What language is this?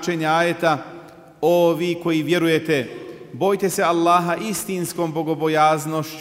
Bosnian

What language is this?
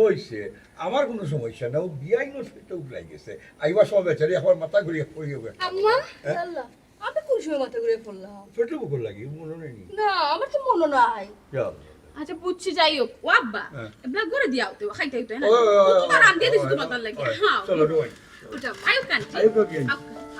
Sylheti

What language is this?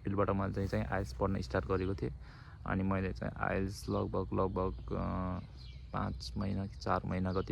Nepali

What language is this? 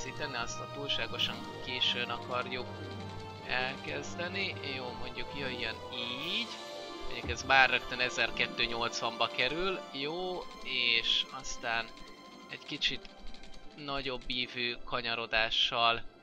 Hungarian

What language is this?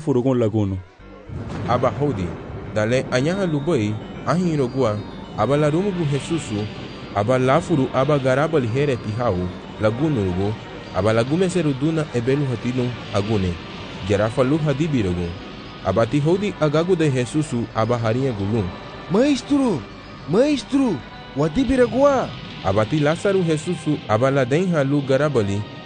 Garifuna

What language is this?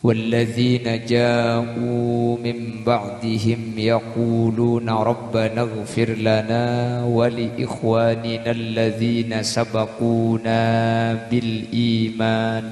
Madurese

